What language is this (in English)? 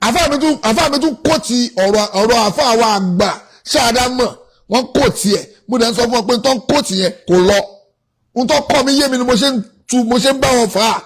Yoruba